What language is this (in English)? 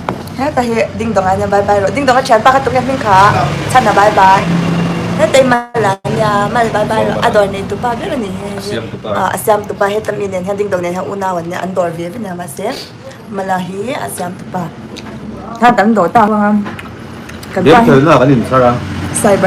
Mizo